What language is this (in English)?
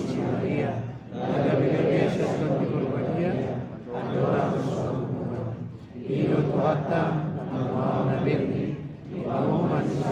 Batak Toba